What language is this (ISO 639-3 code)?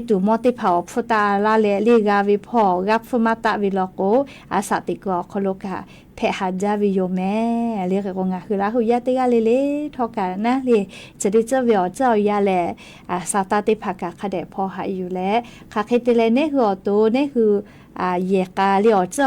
lhu